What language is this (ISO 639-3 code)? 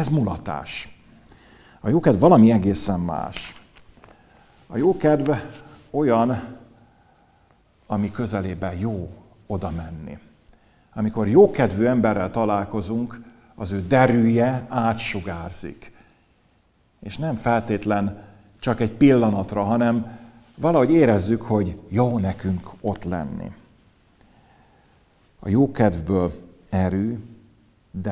hun